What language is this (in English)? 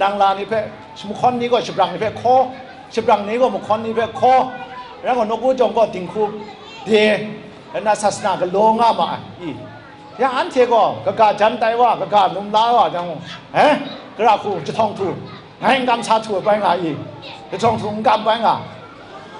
Kachin